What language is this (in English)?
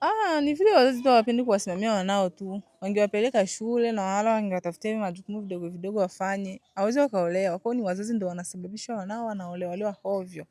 Swahili